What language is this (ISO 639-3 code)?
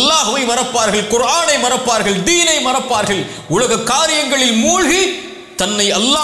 tam